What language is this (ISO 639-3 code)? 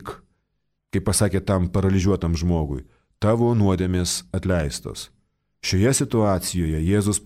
lit